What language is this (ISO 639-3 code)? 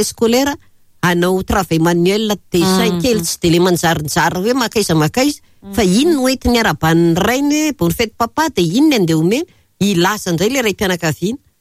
mlg